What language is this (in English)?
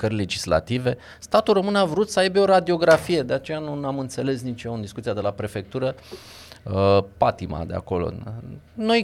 Romanian